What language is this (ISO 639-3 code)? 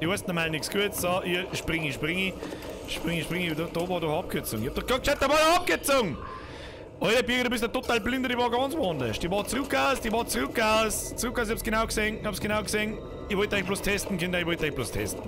bar